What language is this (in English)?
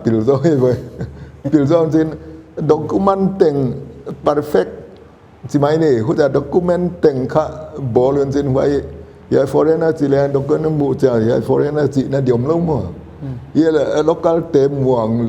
Paite Chin